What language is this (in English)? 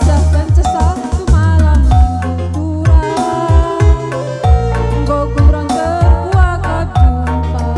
Batak Karo